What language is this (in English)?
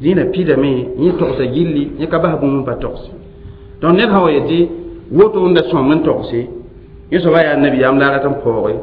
Mossi